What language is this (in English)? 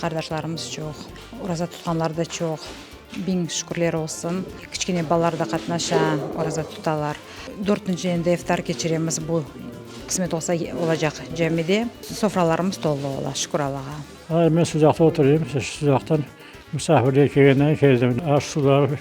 Crimean Tatar